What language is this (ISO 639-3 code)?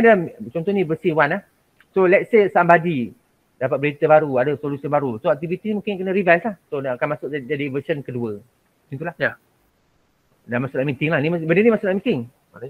msa